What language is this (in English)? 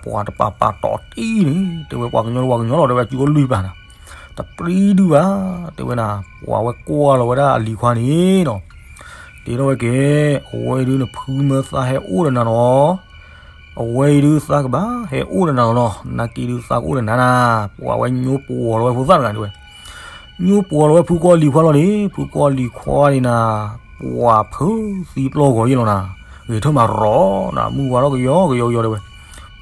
S'gaw Karen